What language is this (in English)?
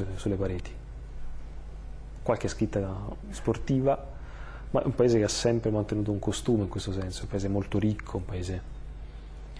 Italian